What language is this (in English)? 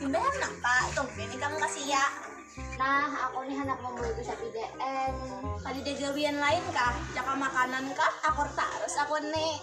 Banjar